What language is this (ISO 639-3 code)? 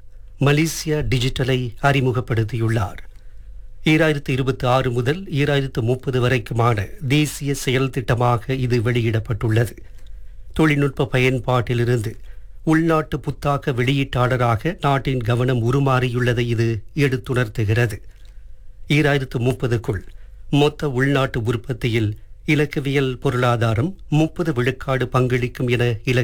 tam